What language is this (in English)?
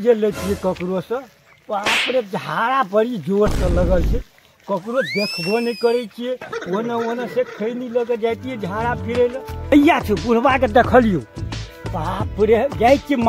Maithili